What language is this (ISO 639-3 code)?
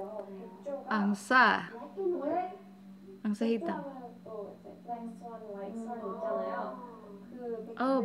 kor